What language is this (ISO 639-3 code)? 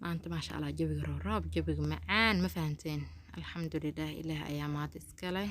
som